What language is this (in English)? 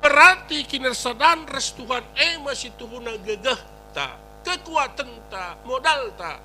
Batak Karo